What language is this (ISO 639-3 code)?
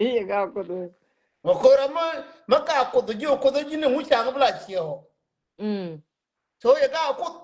nus